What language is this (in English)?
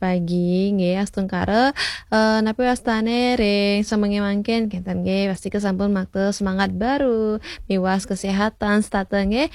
Balinese